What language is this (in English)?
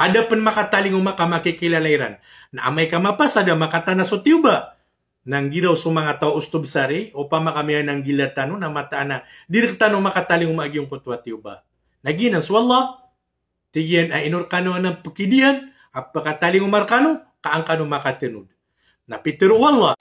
Maranao